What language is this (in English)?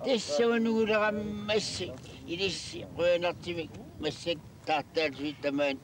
Kalaallisut